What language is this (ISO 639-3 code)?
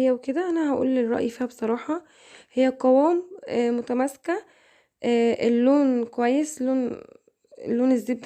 arz